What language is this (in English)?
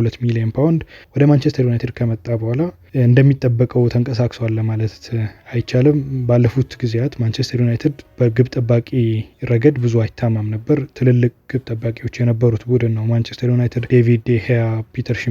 Amharic